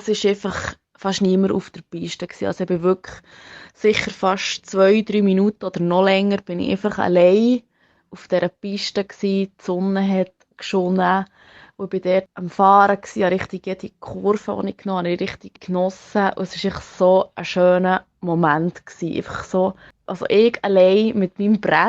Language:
Swiss German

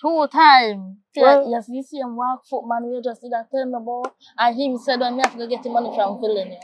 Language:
Jamaican Creole English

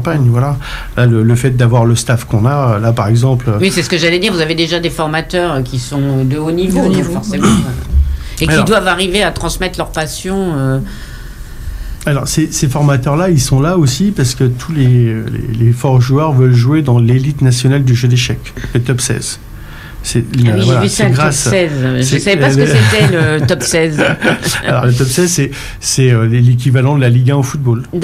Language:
French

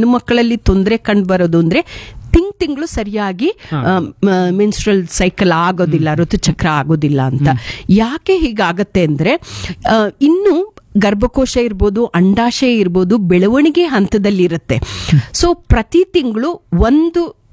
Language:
Kannada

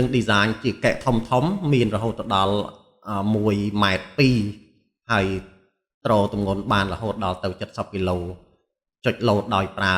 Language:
Khmer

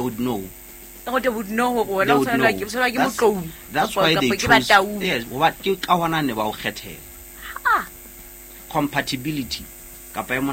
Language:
Southern Sotho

